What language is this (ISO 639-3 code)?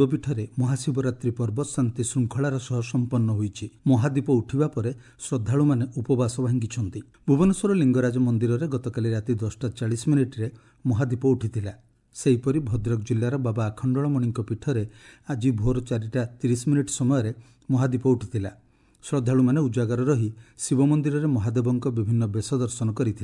ori